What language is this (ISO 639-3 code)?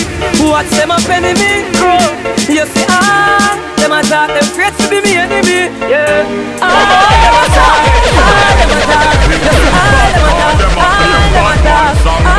jam